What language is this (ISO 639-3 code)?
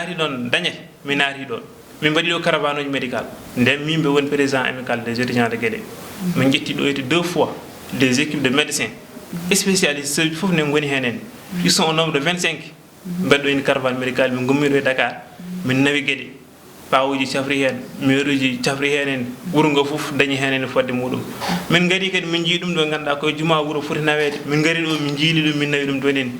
ful